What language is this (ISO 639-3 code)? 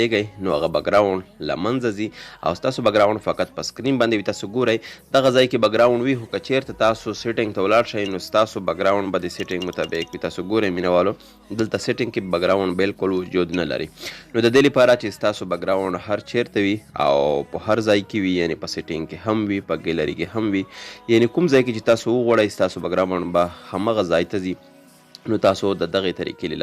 pus